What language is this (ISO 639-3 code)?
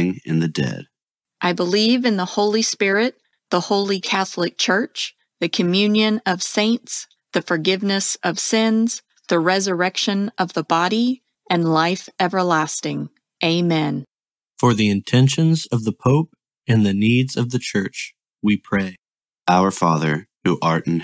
eng